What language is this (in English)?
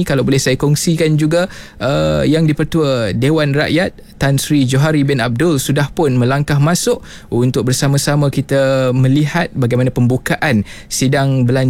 Malay